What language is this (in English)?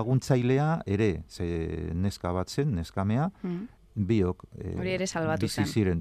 Basque